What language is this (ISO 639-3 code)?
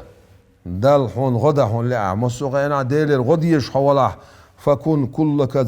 che